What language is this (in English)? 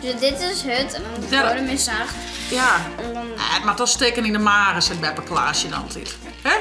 Western Frisian